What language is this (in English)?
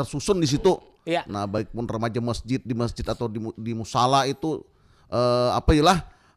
Banjar